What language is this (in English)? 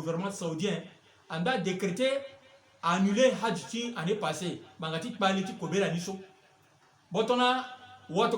Sango